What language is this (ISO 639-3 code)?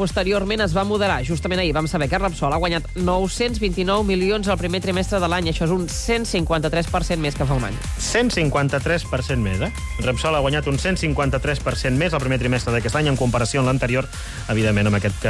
cat